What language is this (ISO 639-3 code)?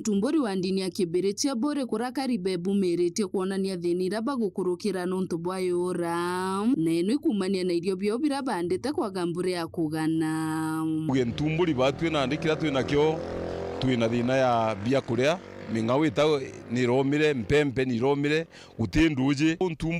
mer